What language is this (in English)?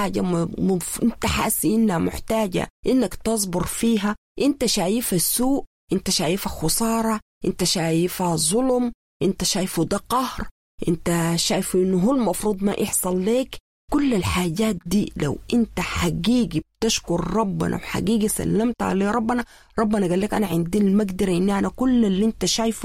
Sudanese Arabic